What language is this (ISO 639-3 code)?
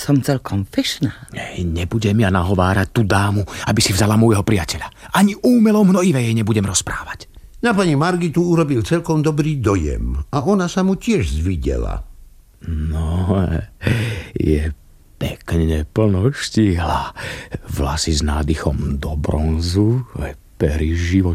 slk